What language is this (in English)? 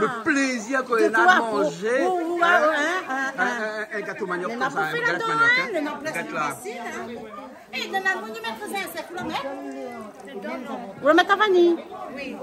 Réunion Creole French